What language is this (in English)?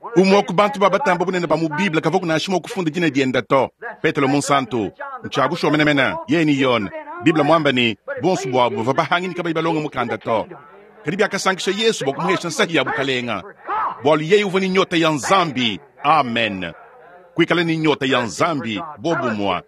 Luba-Lulua